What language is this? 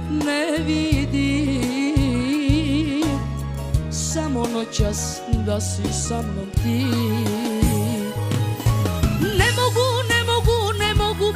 Serbian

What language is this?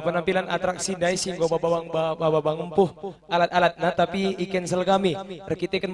Batak Karo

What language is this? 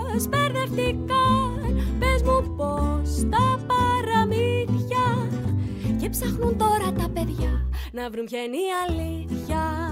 Greek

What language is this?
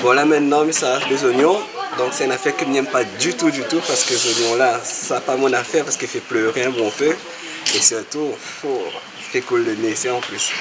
Réunion Creole French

